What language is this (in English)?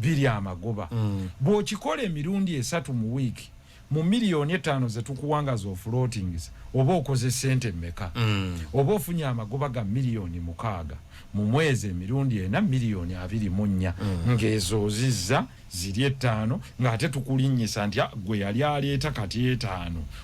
Ganda